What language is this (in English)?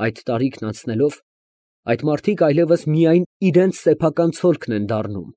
Armenian